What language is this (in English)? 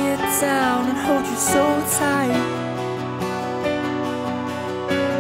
Basque